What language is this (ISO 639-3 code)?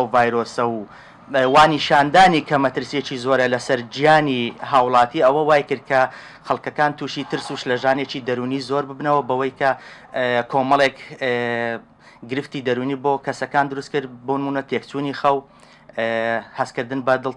ckb